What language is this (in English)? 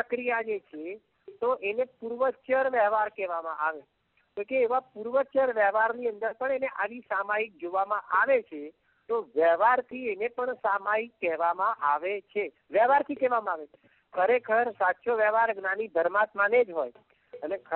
Gujarati